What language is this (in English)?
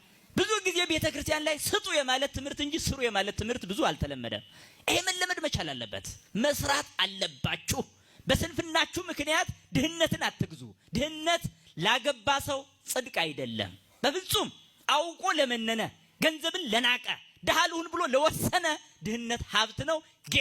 Amharic